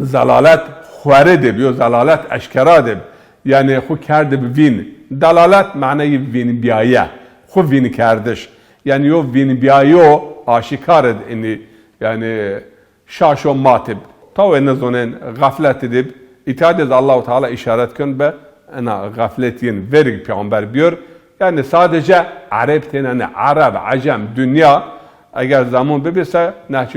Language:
Zaza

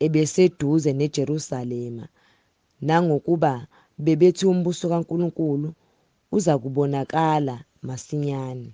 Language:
Zulu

